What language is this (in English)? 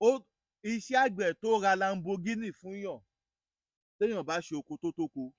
Yoruba